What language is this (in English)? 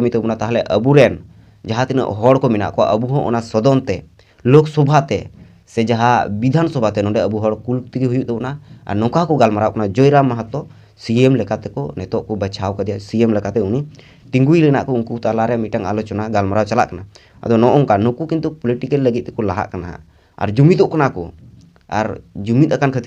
Santali